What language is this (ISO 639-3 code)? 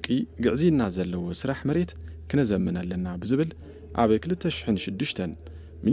tir